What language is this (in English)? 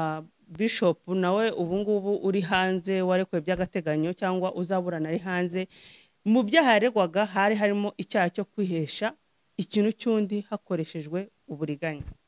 Kinyarwanda